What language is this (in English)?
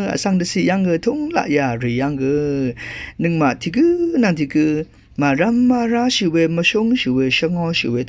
Rawang